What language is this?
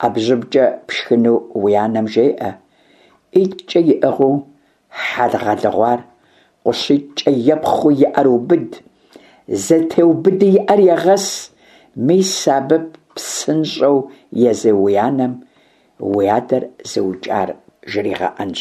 Kabardian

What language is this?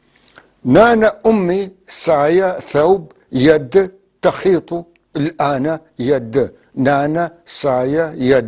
North Levantine Arabic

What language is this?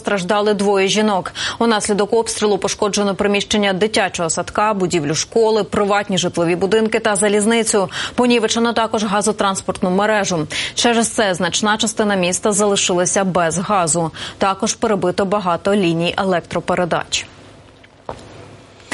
Ukrainian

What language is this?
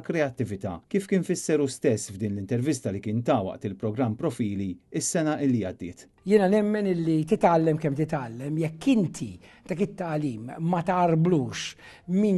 Maltese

